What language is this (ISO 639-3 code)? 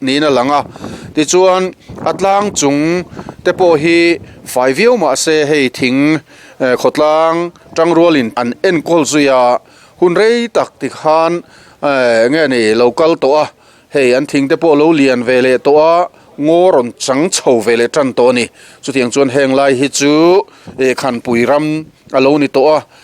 lus